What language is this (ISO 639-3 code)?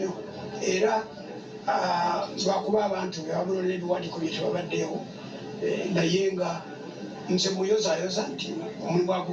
lug